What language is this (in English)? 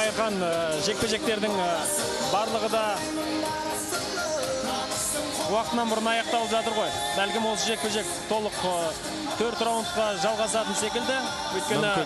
Kazakh